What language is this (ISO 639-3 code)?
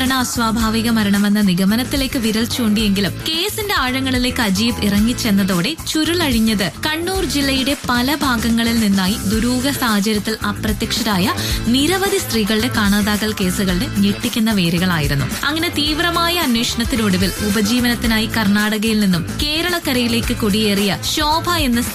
mal